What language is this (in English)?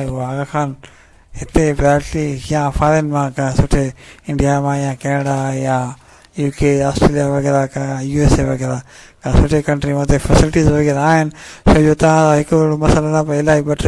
Sindhi